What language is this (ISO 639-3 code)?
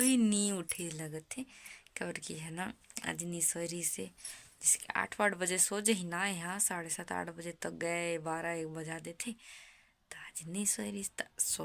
hne